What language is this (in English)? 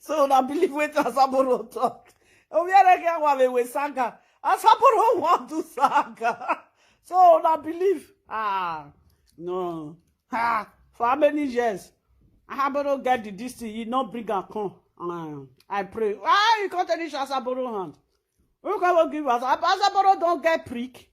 Nigerian Pidgin